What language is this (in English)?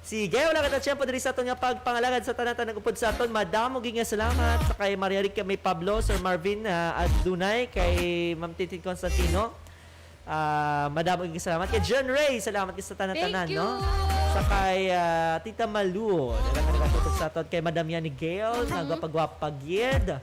Hiligaynon